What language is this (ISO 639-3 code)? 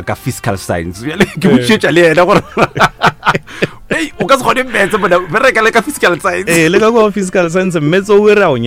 nso